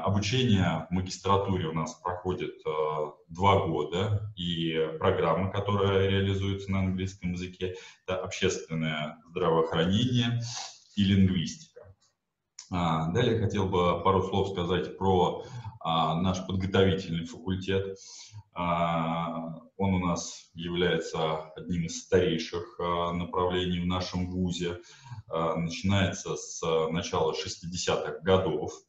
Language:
Russian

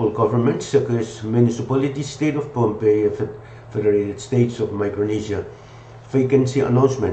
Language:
Pohnpeian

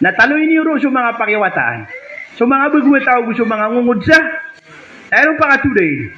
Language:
Maranao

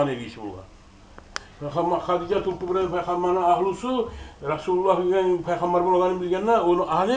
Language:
Kumyk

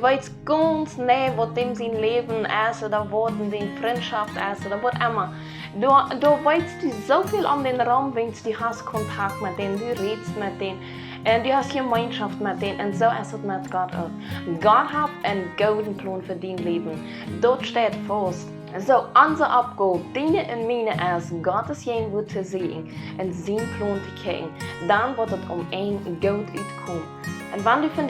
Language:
Plautdietsch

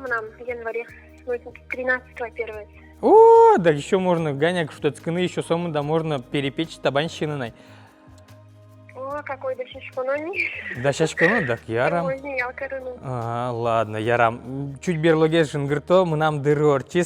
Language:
Udmurt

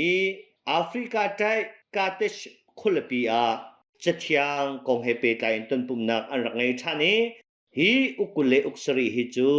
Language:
Hakha Chin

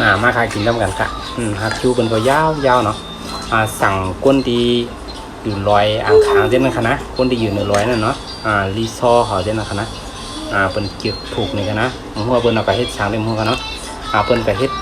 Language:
Shan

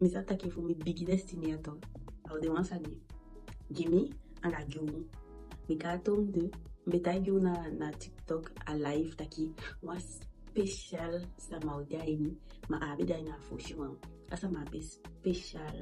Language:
Eastern Maroon Creole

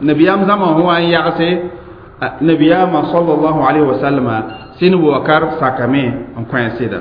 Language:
Mossi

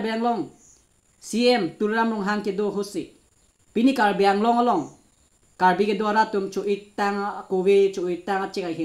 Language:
Karbi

